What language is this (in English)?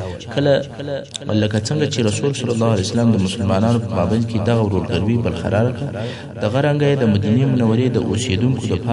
Pashto